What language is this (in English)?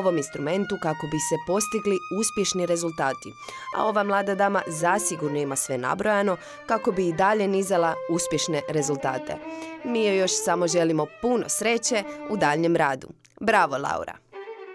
Croatian